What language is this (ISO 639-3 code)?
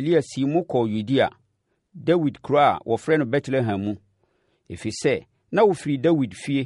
aka